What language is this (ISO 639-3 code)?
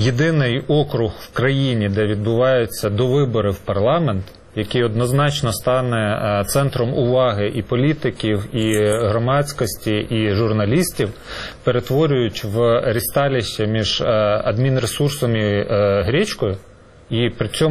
ukr